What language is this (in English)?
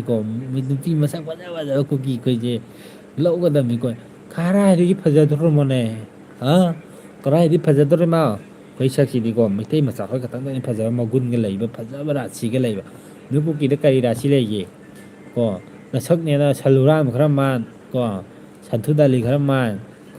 Manipuri